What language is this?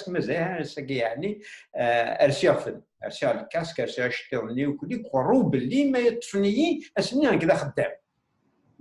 Kabyle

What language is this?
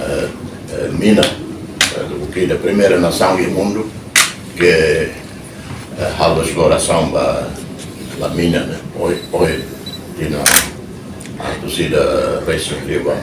Tetum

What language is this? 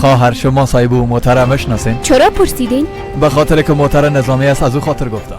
Persian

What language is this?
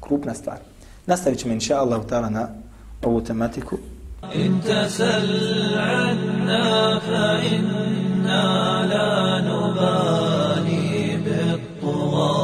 Bosnian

